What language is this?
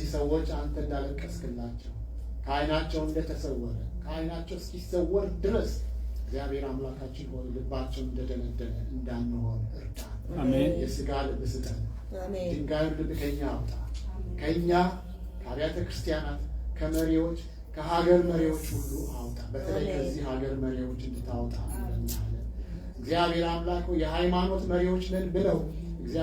Amharic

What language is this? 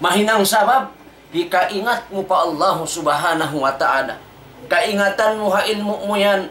Tausug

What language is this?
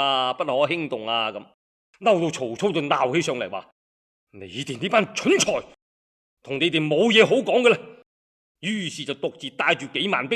Cantonese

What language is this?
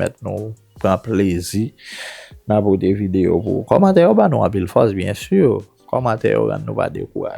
Haitian Creole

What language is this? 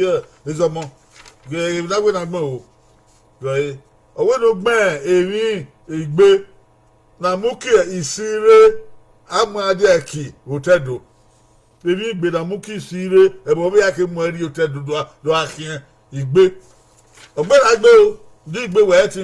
Bini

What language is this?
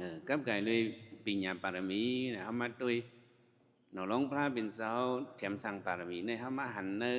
Shan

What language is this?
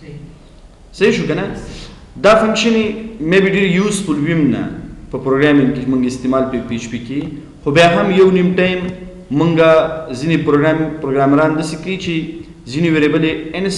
Pashto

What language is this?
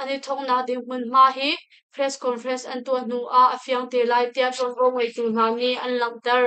Hakha Chin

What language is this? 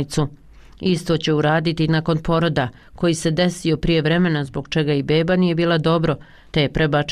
Bosnian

